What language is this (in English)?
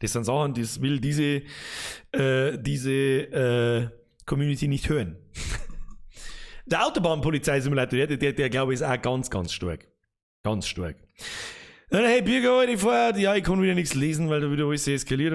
Bavarian